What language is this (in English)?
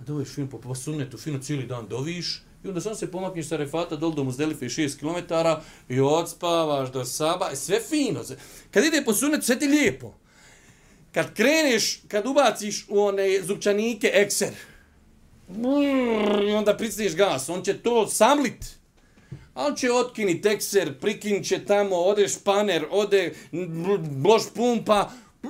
Bosnian